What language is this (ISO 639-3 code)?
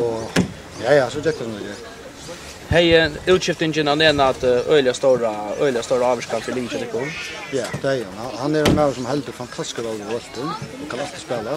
fao